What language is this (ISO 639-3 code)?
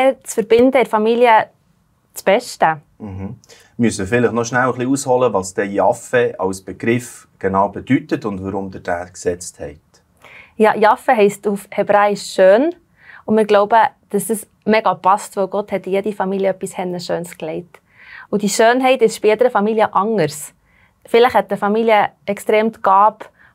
gsw